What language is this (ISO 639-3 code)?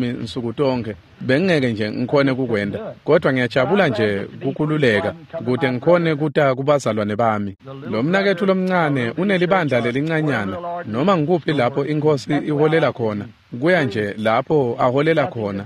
ssw